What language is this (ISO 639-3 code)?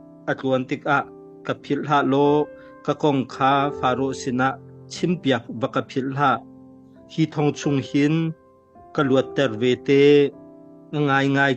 cnh